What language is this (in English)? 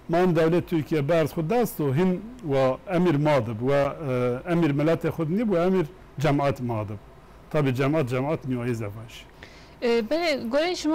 Zaza